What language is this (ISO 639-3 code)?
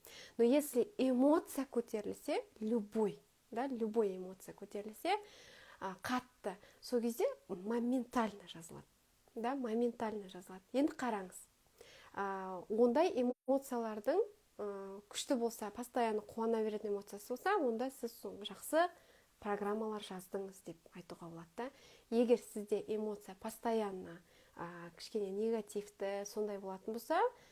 kaz